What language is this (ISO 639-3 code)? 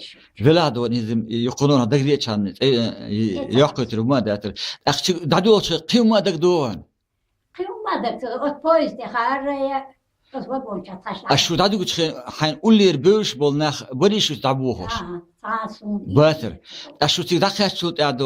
che